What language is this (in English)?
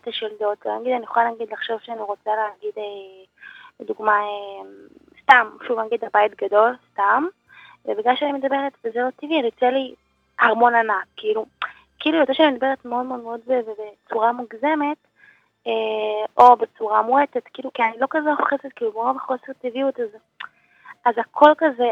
Hebrew